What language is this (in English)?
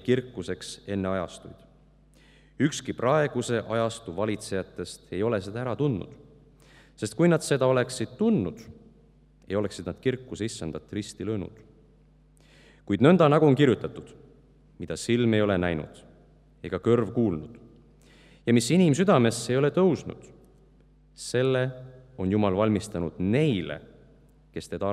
Estonian